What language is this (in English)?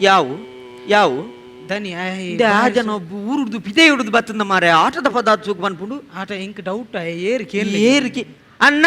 Tulu